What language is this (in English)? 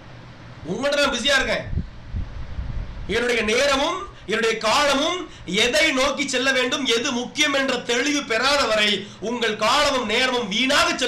Tamil